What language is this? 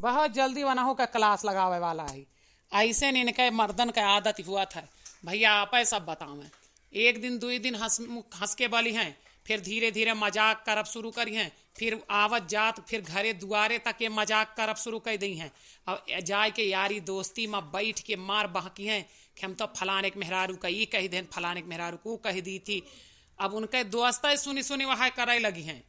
Awadhi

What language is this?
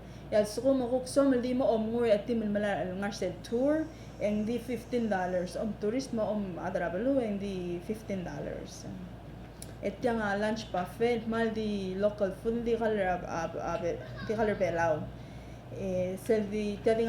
Palauan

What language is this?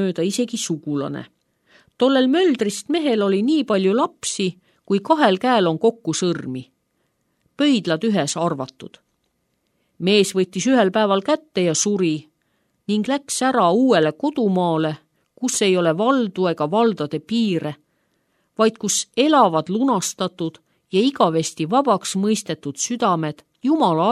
Estonian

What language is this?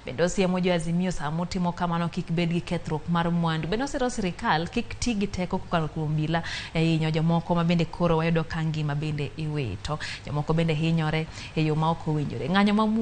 Luo (Kenya and Tanzania)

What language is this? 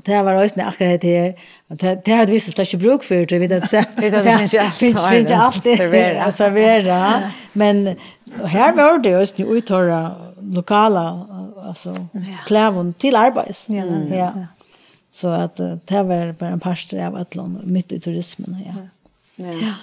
Faroese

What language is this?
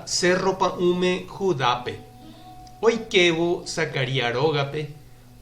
Guarani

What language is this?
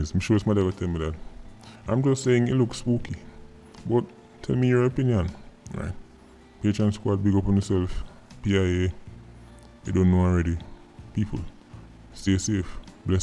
Jamaican Creole English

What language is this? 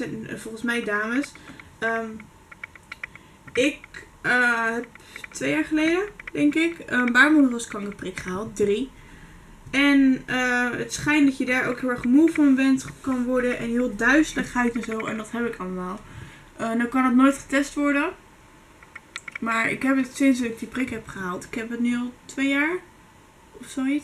Dutch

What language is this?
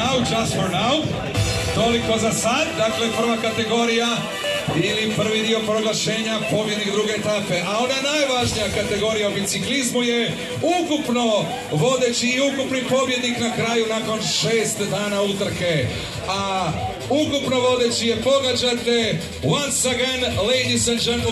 Croatian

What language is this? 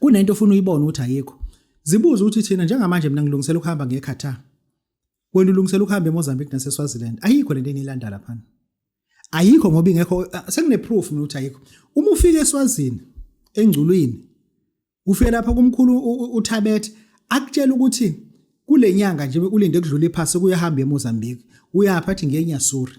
Zulu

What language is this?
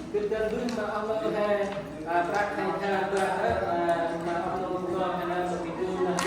Central Mnong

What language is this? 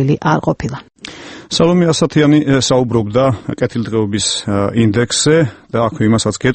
Georgian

